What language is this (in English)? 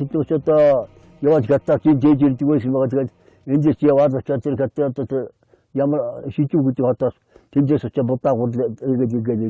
Mongolian